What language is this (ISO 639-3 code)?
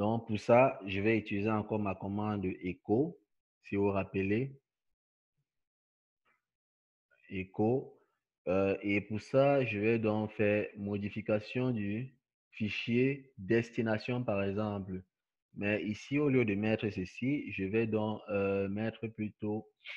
fra